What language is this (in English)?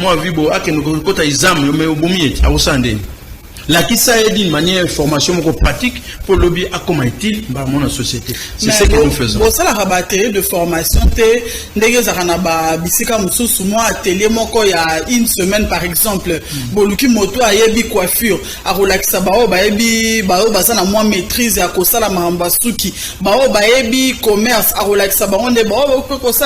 Lingala